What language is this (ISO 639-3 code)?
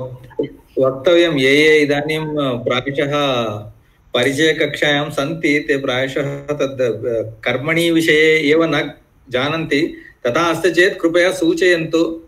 san